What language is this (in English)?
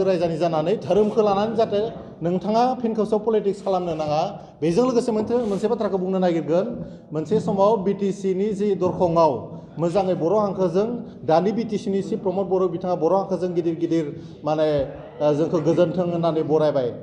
Bodo